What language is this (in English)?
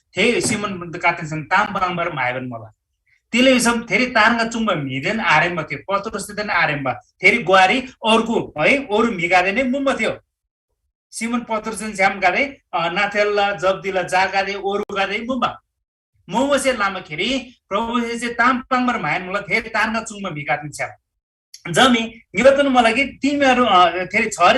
Eastern Tamang